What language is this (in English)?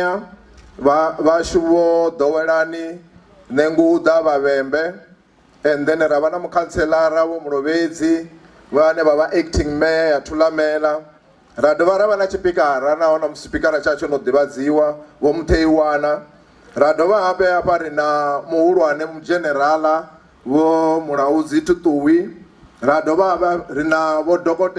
Venda